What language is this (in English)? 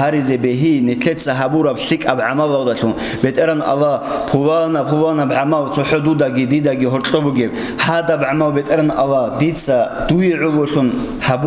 Avaric